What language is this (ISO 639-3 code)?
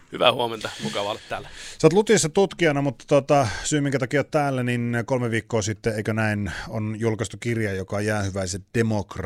fin